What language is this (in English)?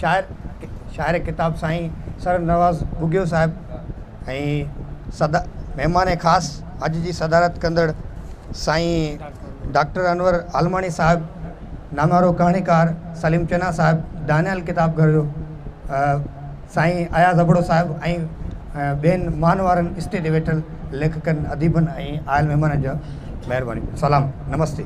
Sindhi